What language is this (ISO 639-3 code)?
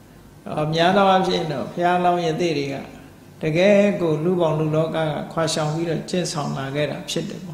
mya